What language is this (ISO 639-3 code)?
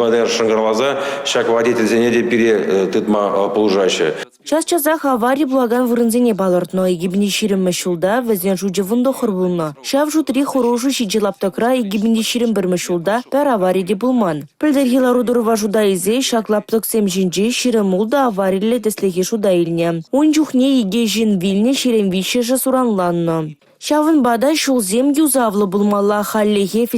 chv